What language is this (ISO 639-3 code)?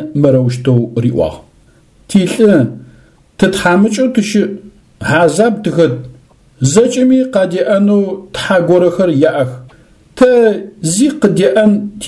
ady